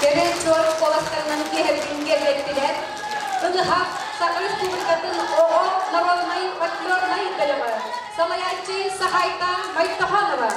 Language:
Yakut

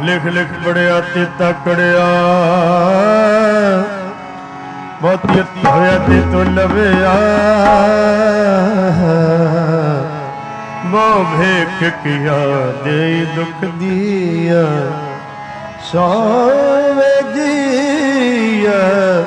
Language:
Punjabi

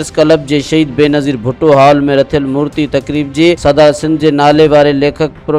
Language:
Sindhi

